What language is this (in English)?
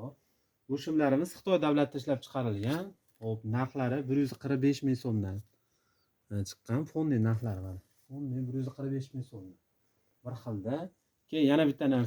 Uzbek